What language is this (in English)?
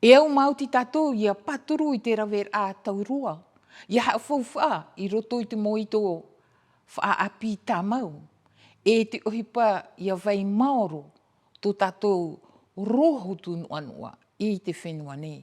Tahitian